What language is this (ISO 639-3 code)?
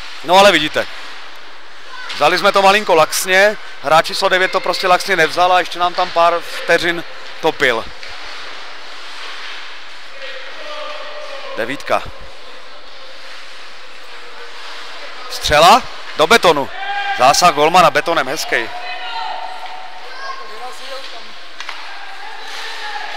ces